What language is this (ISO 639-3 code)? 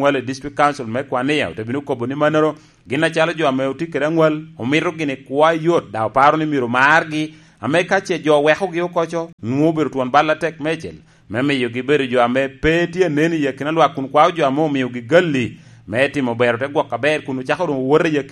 laj